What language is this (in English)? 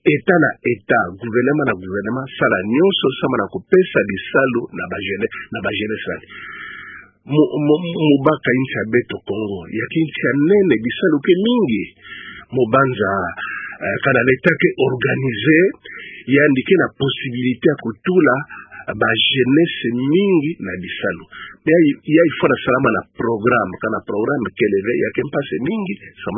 Kituba (Democratic Republic of Congo)